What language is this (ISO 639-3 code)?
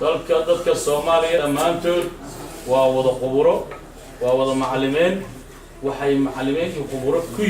som